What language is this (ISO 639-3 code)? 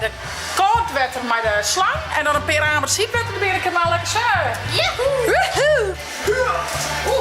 fry